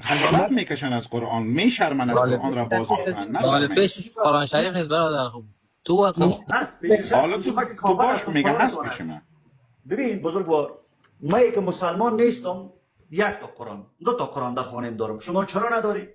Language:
Persian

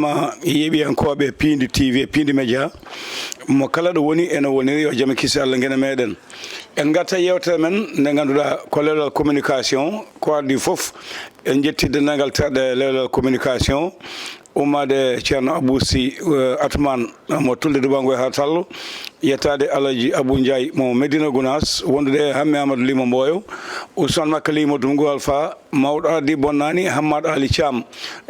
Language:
Fula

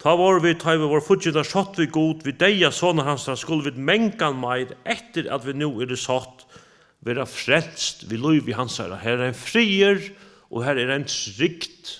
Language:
Faroese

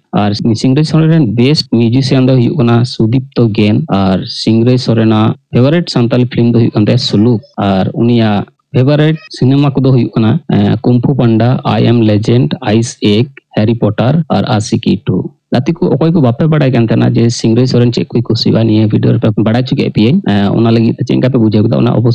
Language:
Santali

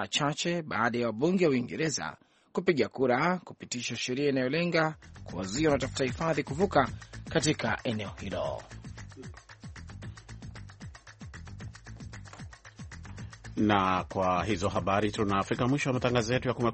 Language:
Swahili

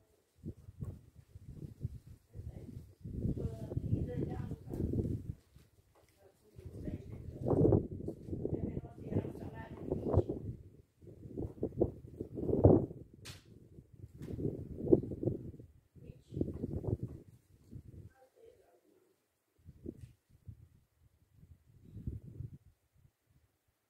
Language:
Romanian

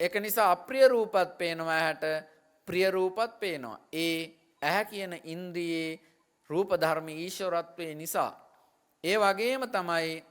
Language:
Sinhala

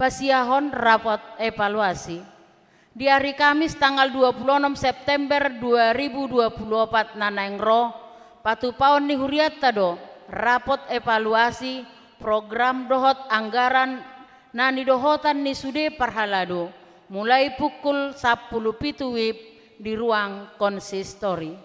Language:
Batak Toba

